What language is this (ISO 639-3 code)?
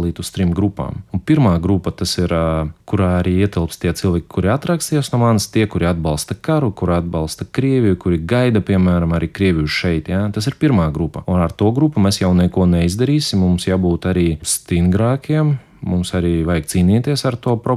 lav